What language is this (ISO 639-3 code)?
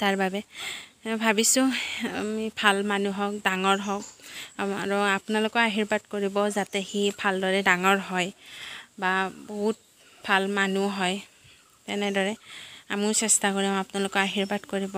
asm